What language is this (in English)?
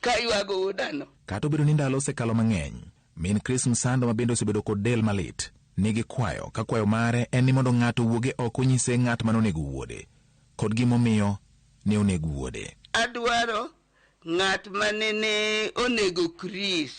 Luo (Kenya and Tanzania)